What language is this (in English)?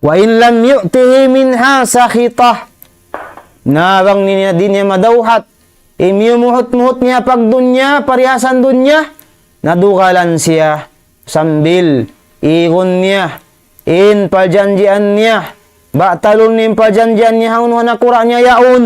Tausug